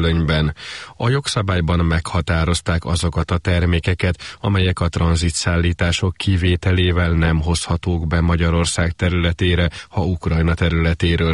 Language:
Hungarian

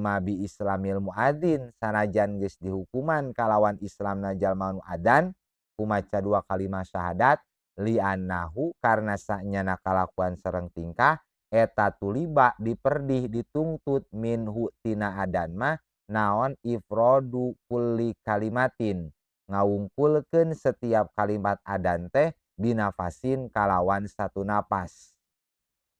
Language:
Sundanese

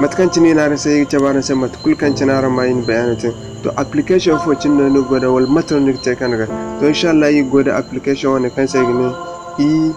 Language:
Zarma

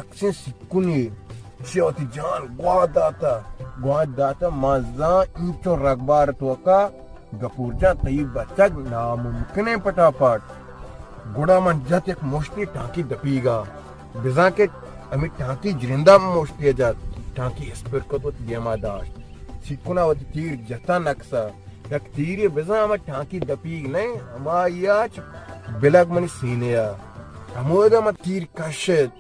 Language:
Baluchi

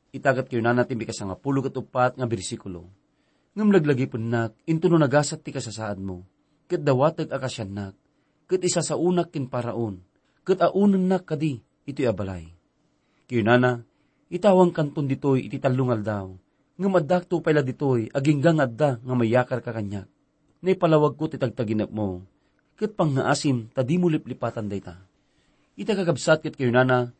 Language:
Iloko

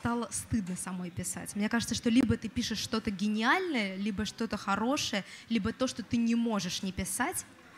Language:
Russian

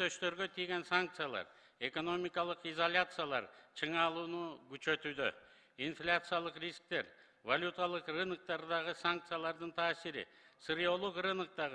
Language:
Kyrgyz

